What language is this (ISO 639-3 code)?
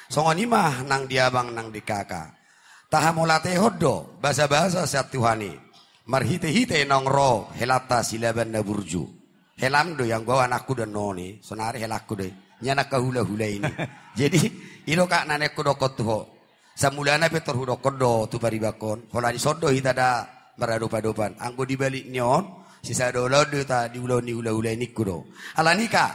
bbc